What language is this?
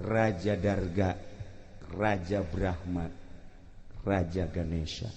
Sundanese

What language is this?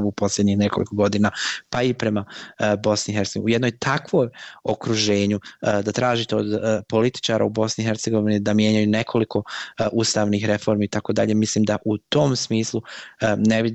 Bosnian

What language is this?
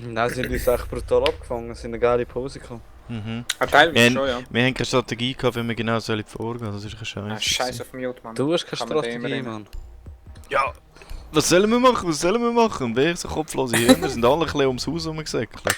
Swiss German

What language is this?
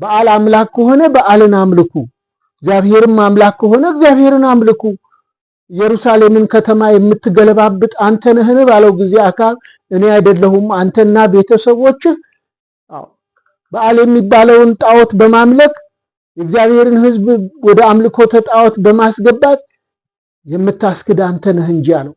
Amharic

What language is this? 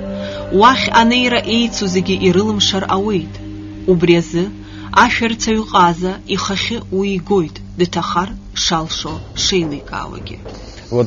Abkhazian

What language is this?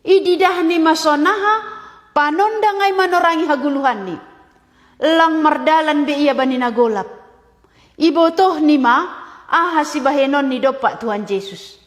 Batak Simalungun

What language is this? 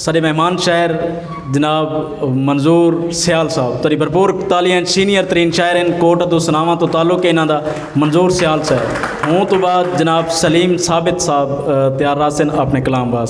Saraiki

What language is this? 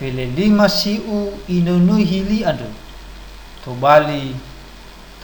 Nias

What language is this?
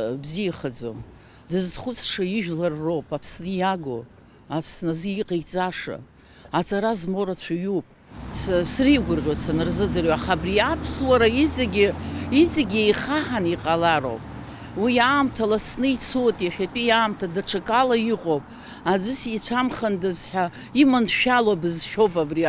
Abkhazian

